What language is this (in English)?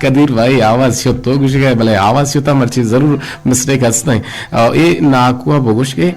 Eastern Balochi